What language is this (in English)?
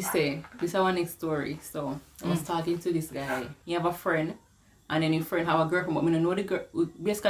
Jamaican Creole English